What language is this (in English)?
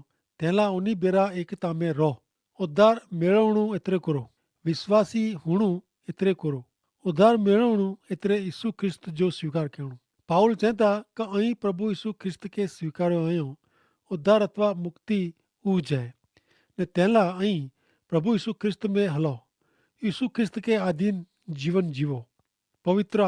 Kachhi